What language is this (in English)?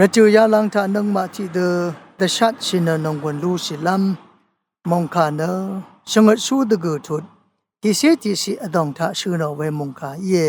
Rawang